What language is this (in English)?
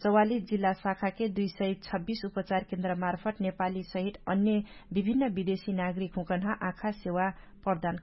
Dangaura Tharu